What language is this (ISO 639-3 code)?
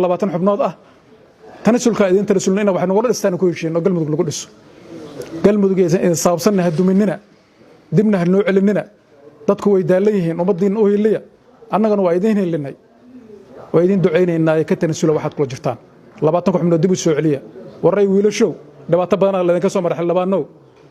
som